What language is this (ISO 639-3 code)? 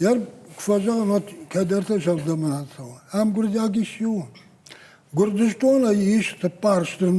oss